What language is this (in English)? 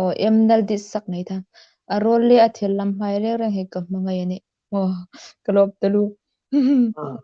Hmar